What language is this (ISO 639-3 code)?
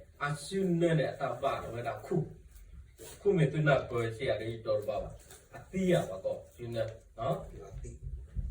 ksw